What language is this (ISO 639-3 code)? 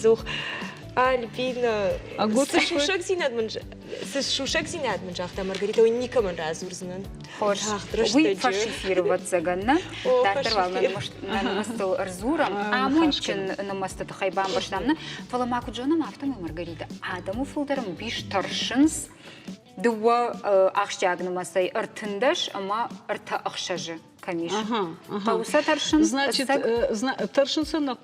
oss